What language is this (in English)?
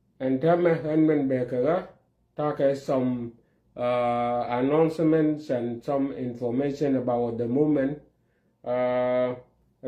Nuer